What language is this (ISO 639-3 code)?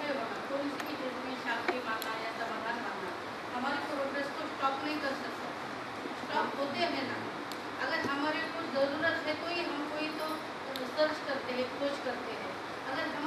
hin